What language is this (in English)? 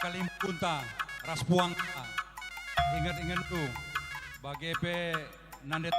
Batak Karo